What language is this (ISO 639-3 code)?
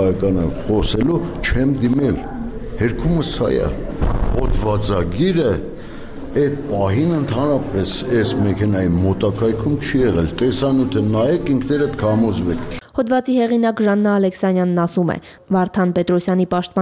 hye